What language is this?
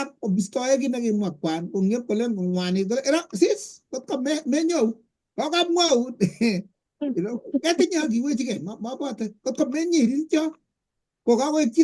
Kalenjin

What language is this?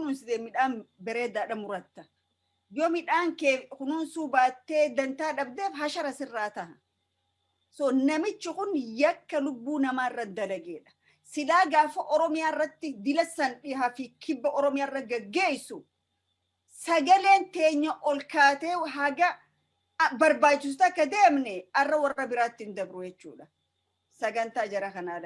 Oromo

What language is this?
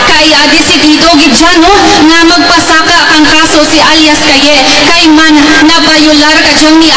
Kinaray-a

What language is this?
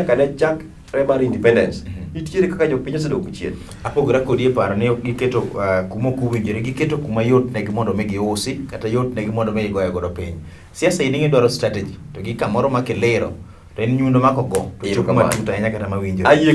Luo (Kenya and Tanzania)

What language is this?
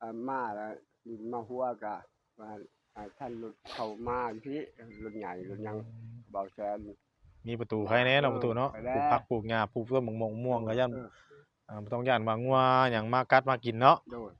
Northeastern Thai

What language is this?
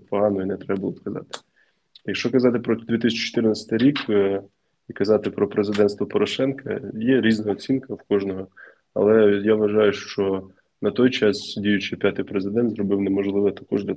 Ukrainian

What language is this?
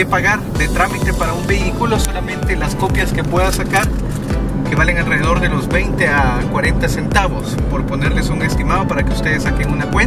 Spanish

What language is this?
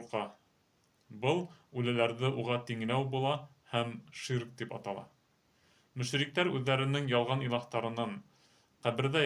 Bashkir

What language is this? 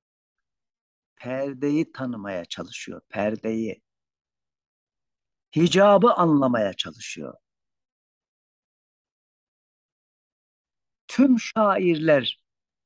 Turkish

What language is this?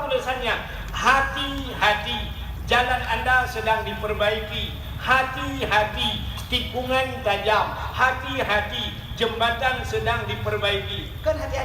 Achinese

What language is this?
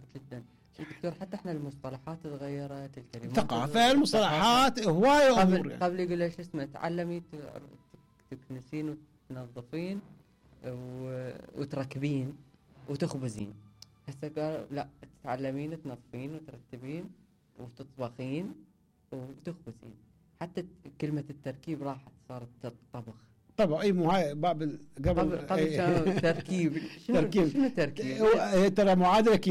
Mesopotamian Arabic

